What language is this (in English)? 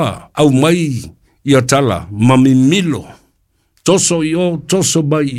Samoan